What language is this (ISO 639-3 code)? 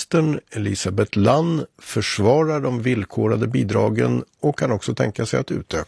swe